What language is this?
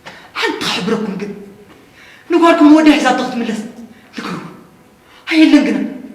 Tigrinya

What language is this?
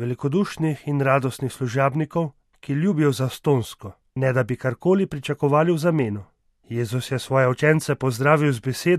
Slovenian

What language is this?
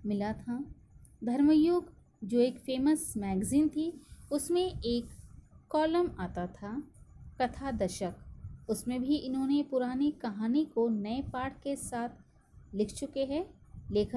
Hindi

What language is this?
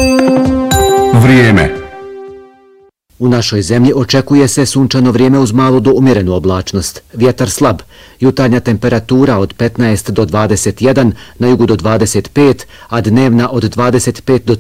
Bosnian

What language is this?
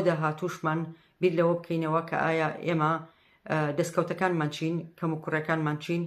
Central Kurdish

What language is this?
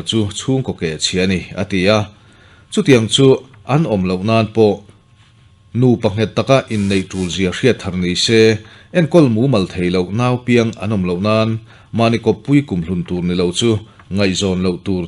Mizo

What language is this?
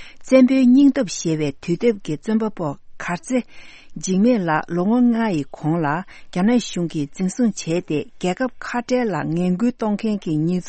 Tibetan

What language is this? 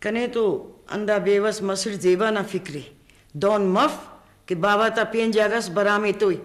Brahui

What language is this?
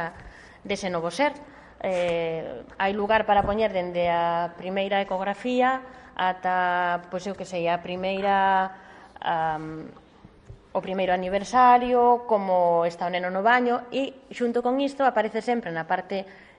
Galician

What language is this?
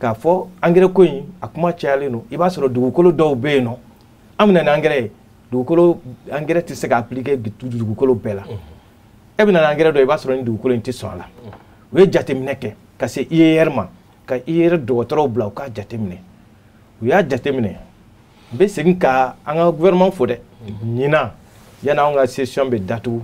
Bambara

